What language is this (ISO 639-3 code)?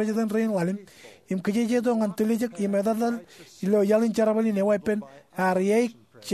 mah